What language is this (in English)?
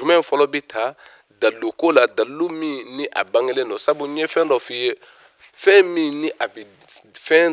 Bambara